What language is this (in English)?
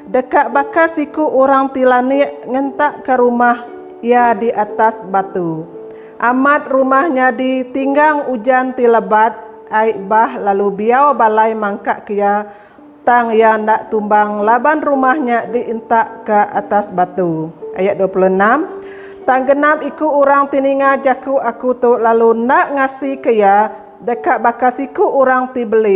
Iban